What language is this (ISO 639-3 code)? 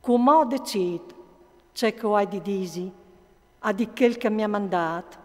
fur